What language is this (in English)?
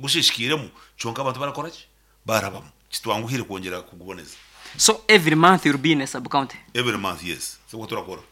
Nyankole